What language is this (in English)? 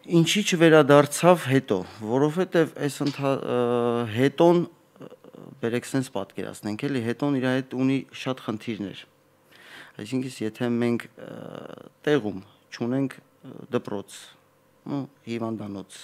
Armenian